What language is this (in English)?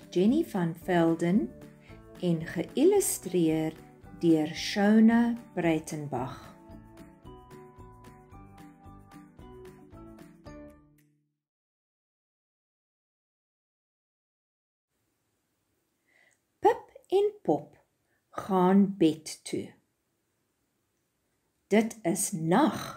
Afrikaans